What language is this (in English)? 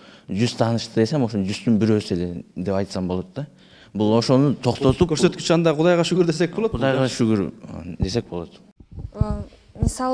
Kyrgyz